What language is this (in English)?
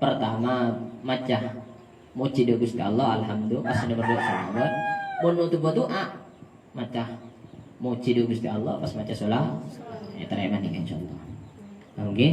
Madurese